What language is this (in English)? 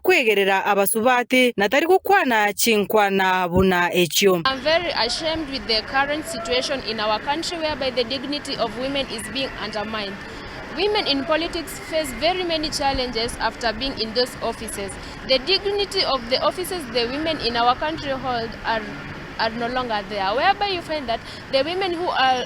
Gusii